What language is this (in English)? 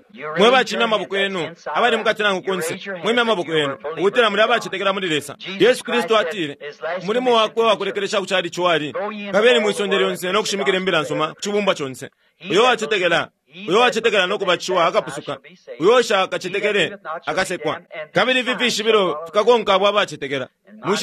Bemba